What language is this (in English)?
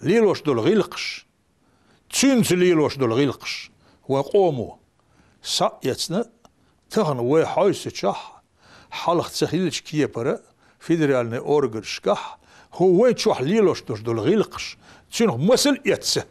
Chechen